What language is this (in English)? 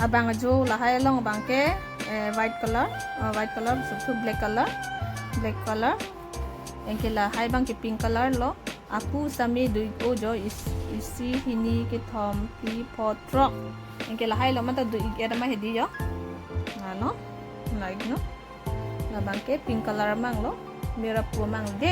Karbi